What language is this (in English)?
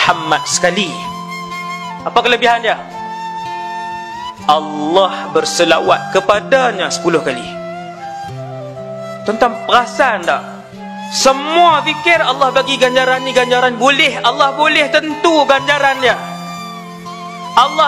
Malay